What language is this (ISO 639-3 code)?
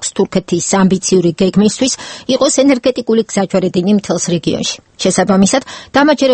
kat